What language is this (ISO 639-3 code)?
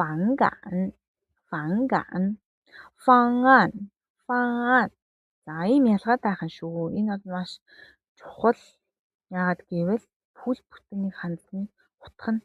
mon